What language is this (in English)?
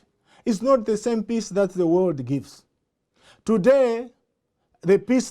English